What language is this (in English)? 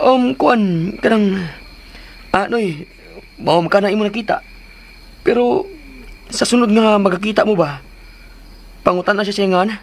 Cebuano